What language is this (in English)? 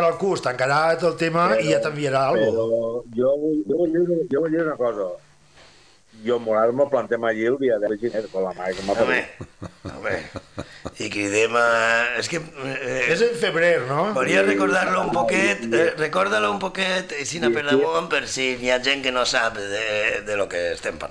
Catalan